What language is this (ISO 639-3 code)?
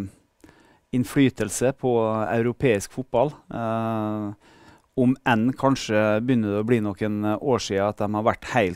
nor